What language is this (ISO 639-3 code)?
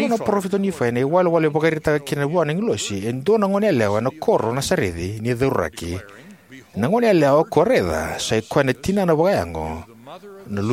fij